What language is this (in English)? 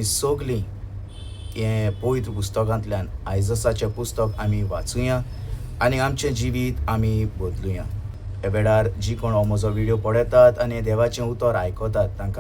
Konkani